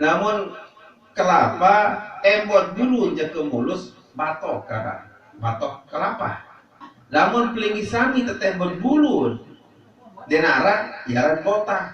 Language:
Sasak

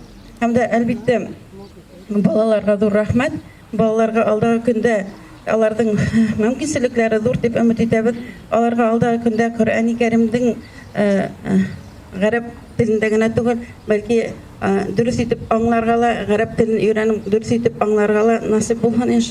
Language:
Bashkir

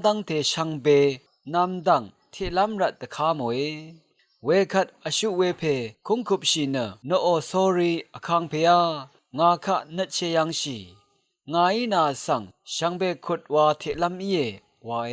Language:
Rawang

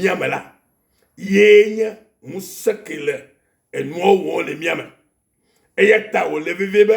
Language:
Ewe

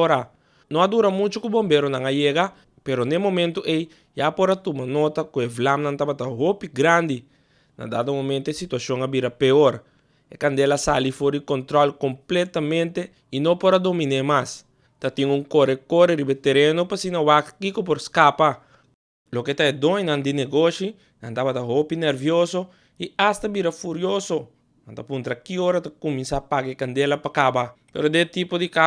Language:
Papiamento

